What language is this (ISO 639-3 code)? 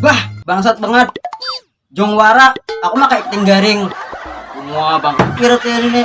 bjn